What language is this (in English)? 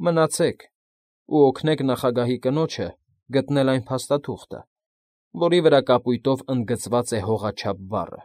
Armenian